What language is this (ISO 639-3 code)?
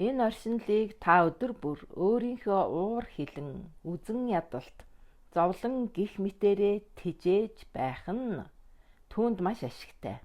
mon